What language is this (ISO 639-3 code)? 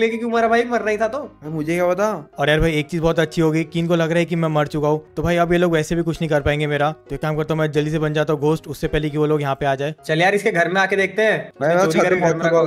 hin